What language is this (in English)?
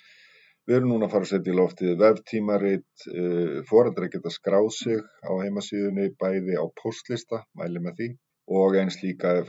Icelandic